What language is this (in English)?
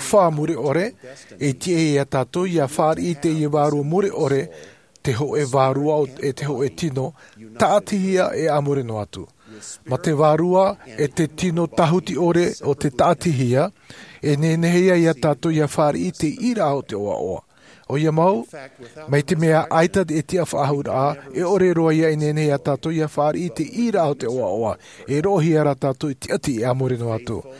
Tahitian